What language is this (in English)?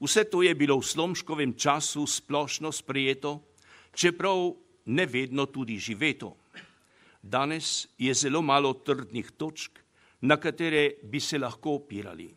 Slovenian